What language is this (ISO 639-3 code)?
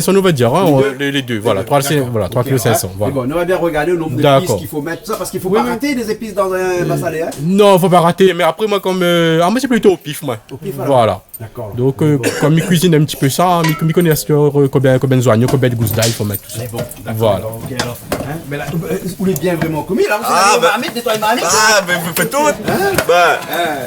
rcf